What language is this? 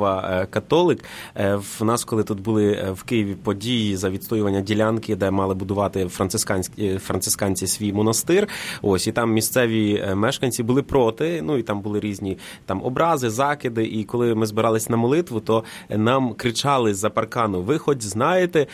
Ukrainian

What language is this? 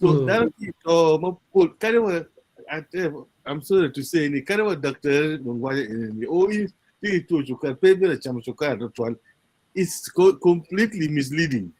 Acoli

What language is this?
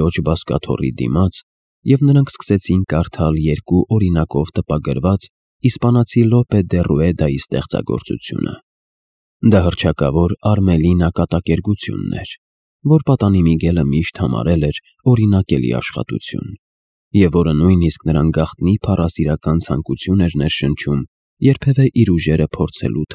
Armenian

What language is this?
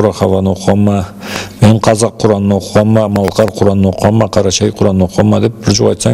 Karachay-Balkar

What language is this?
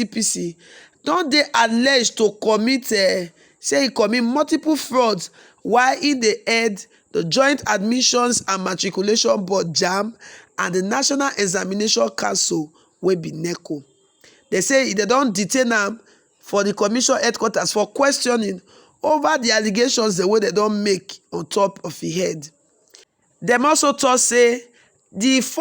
Nigerian Pidgin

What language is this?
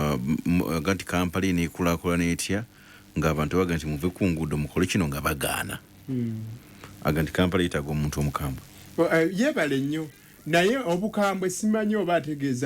Ganda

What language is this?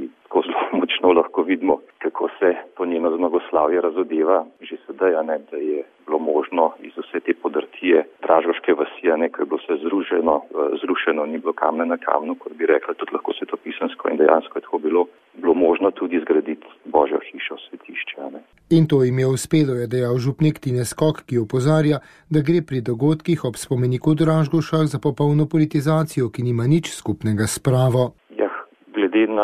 Slovenian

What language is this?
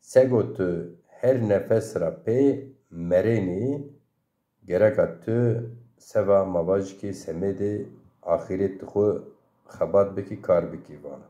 Zaza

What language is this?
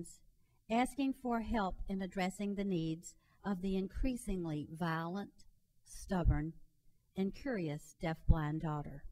English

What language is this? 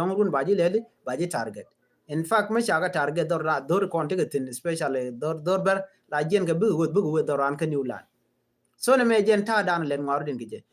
Nuer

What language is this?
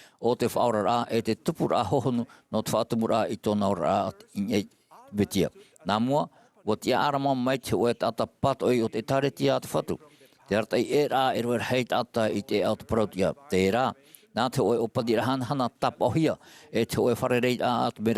Tahitian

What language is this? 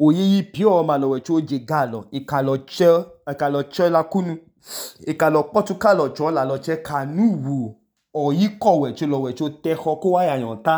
Idoma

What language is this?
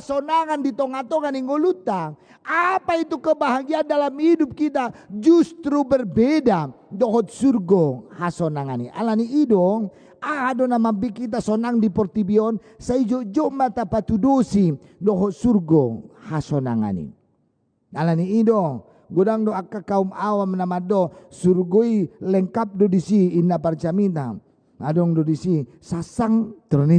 Batak Toba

